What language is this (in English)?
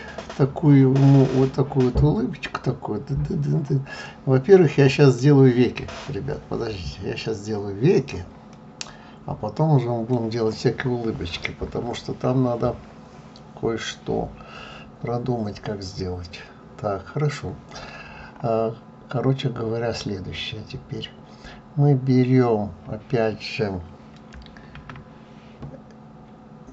Russian